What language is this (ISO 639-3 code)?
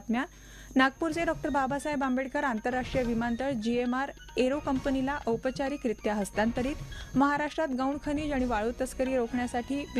mar